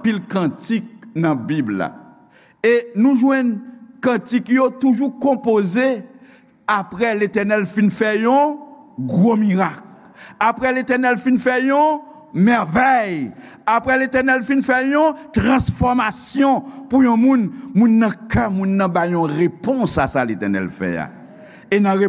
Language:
Haitian Creole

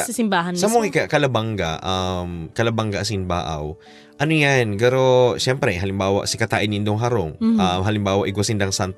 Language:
Bikol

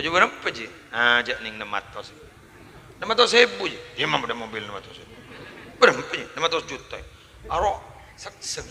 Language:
Madurese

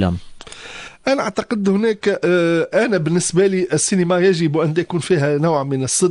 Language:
Arabic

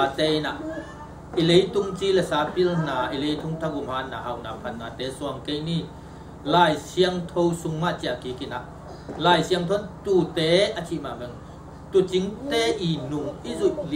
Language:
Tedim Chin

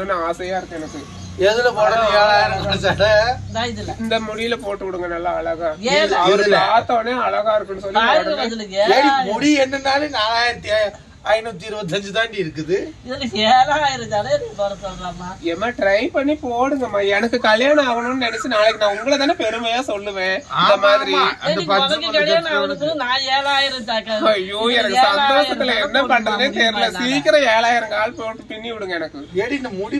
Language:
Tamil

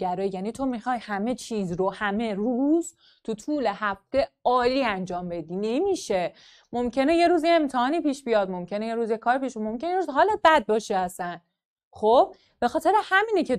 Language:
Persian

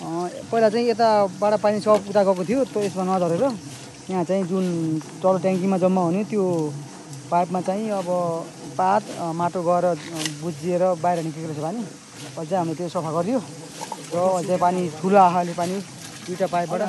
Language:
Nepali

